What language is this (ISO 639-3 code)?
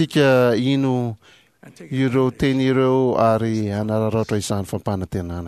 mlg